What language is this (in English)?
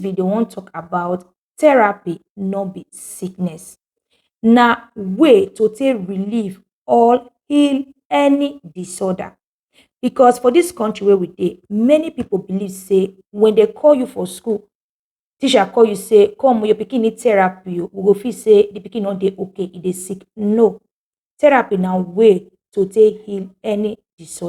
Nigerian Pidgin